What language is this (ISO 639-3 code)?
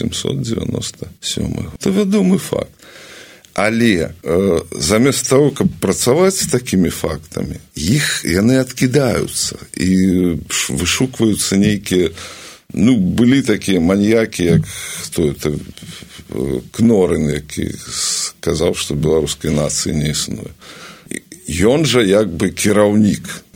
bel